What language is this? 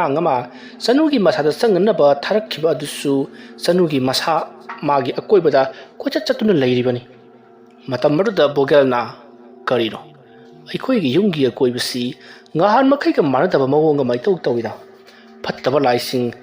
Manipuri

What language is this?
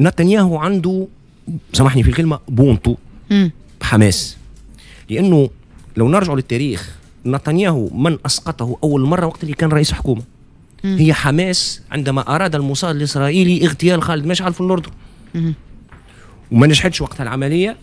Tunisian Arabic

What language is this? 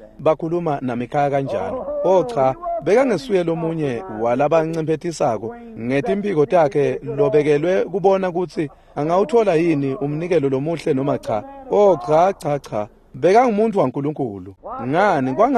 Swati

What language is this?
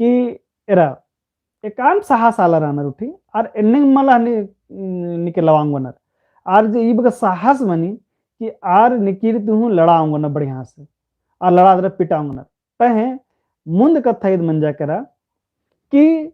Kurukh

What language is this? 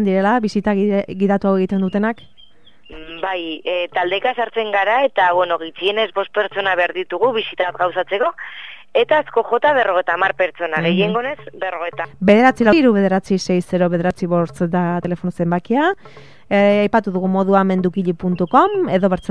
Basque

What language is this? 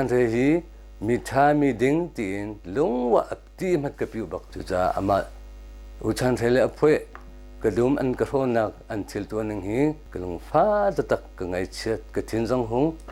Hakha Chin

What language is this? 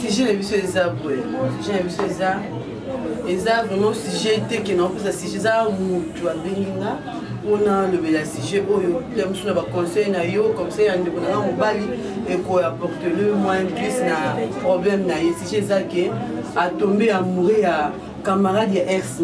Lingala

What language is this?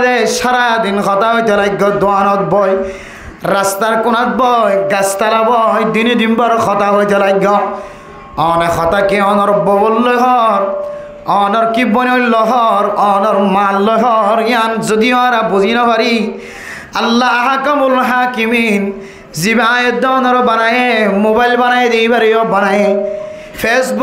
Rohingya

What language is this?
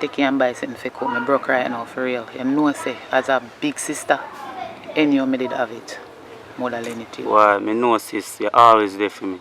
Jamaican Creole English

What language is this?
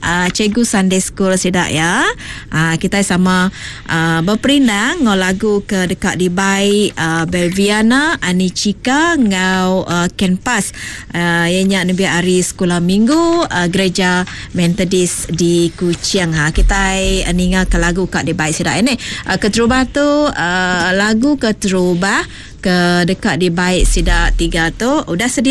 Iban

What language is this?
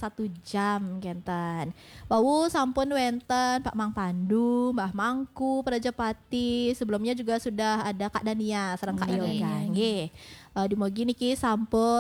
Balinese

